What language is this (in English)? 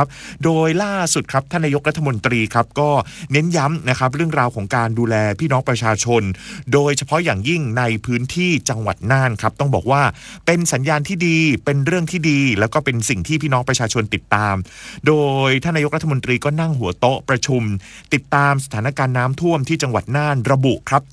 Thai